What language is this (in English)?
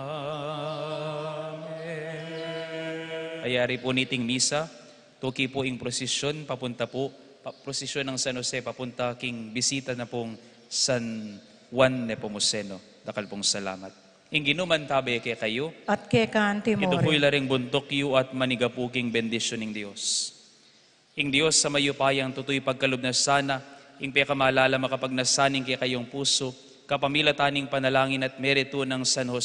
Pampanga